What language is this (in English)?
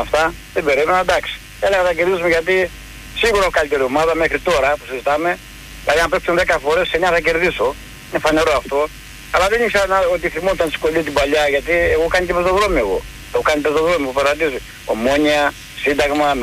Greek